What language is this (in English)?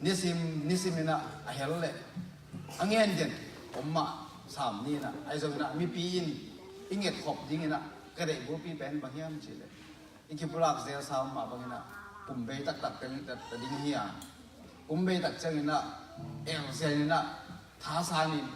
Tedim Chin